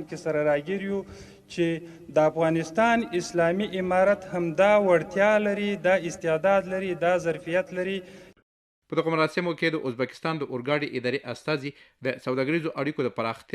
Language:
Pashto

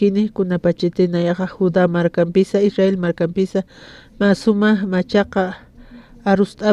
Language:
Aymara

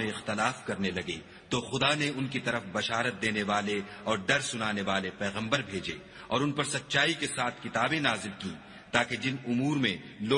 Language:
Urdu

